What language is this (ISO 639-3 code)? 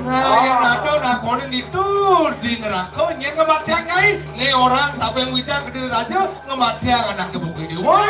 ban